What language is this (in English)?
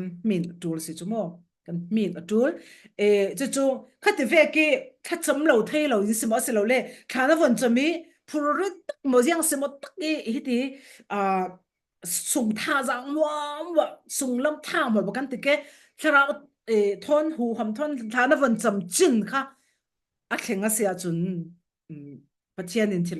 Falam Chin